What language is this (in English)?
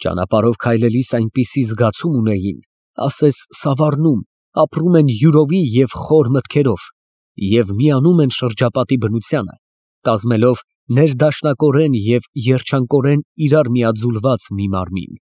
Armenian